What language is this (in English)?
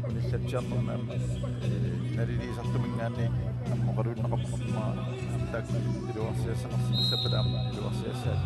Kalaallisut